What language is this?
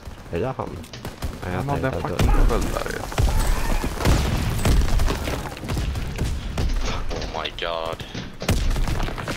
Swedish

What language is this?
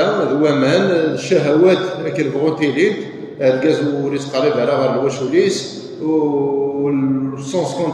Kabyle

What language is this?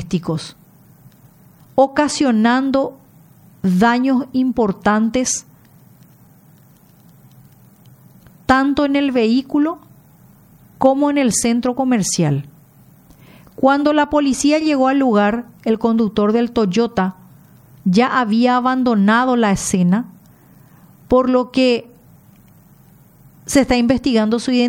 Spanish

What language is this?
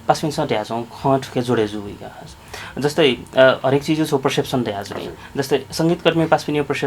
Newari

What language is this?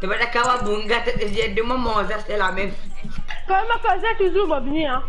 Morisyen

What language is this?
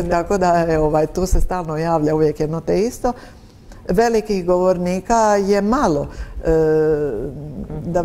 Croatian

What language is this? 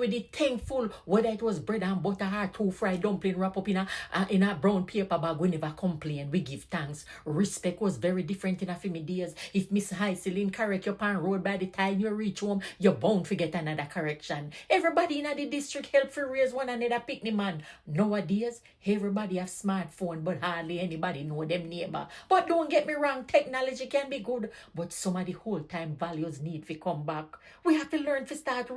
Jamaican Creole English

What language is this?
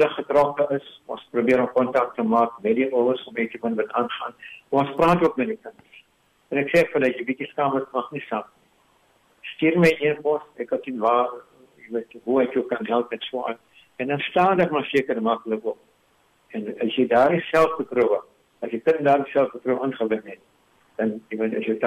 Afrikaans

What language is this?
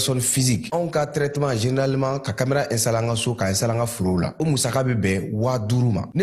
Bambara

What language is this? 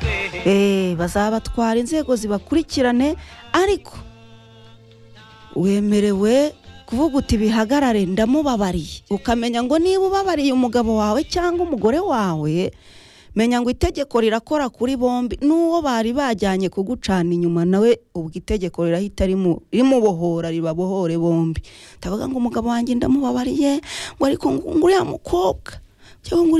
Kinyarwanda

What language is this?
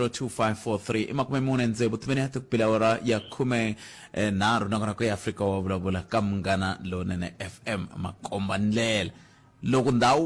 Tsonga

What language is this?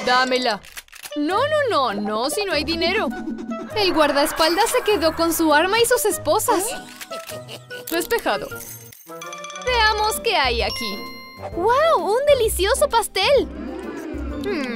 Spanish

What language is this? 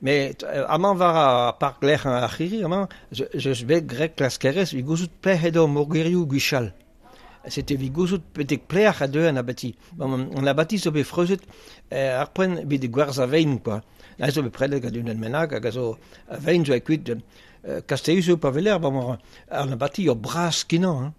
Breton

